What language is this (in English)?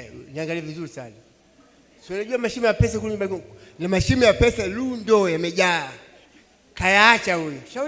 Swahili